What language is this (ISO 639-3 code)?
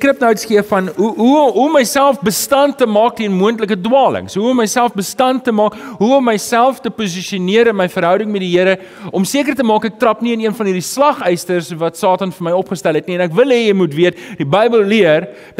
afr